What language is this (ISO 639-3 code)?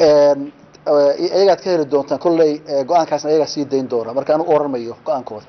som